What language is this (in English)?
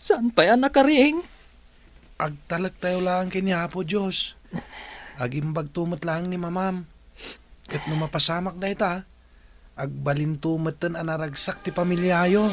Iloko